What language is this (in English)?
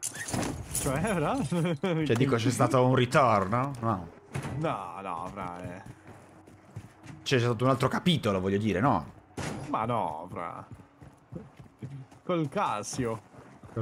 Italian